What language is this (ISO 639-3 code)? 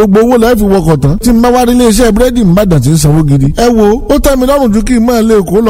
yor